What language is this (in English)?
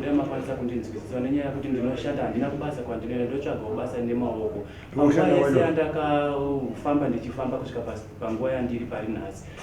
Shona